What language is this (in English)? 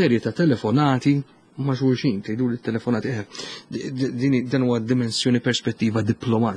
Maltese